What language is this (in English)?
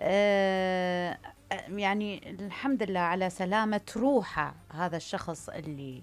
Mesopotamian Arabic